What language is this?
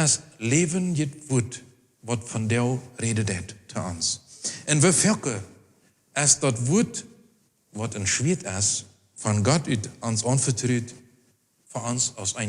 Plautdietsch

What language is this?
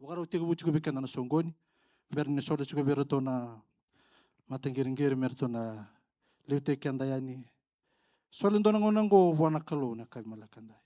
Fijian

